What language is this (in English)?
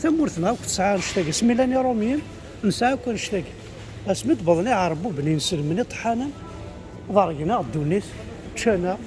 Kabyle